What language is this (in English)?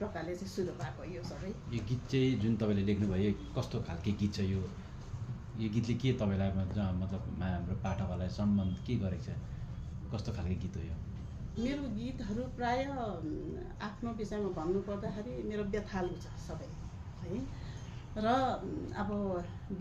Nepali